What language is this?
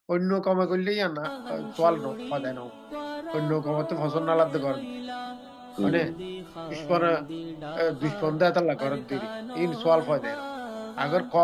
Rohingya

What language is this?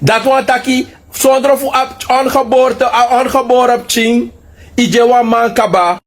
Sranan Tongo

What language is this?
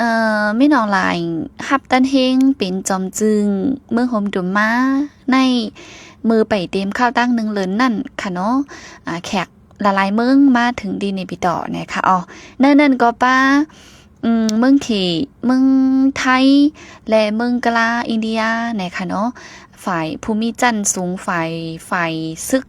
Shan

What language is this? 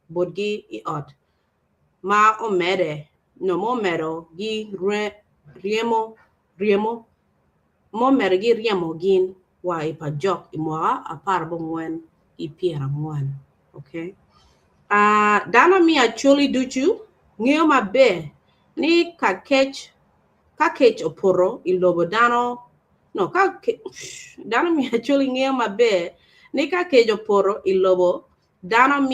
Acoli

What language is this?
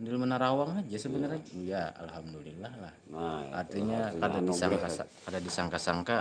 Banjar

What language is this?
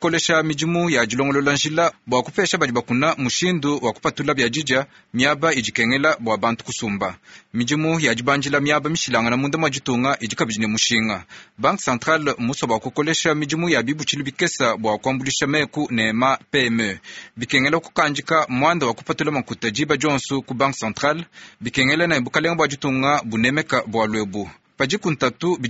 Luba-Lulua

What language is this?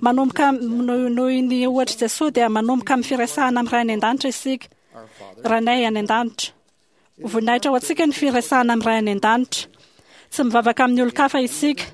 Malagasy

